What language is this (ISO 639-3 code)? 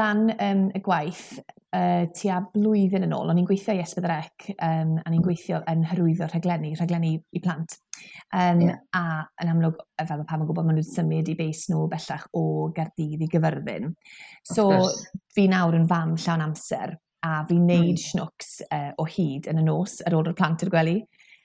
cym